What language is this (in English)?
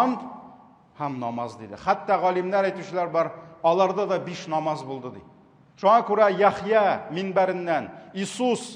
Tatar